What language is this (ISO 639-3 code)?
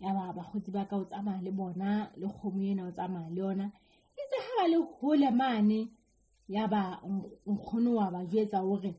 sot